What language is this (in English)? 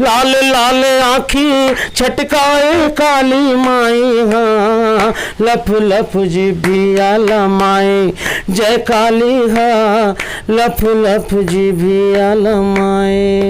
Chhattisgarhi